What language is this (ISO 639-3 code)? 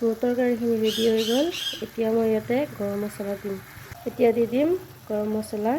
asm